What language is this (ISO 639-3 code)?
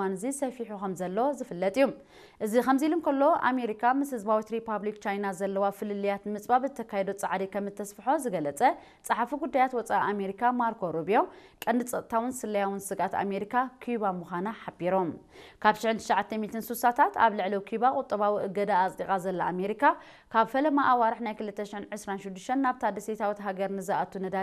tir